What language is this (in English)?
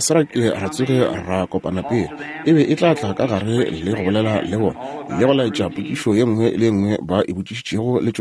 Northern Sotho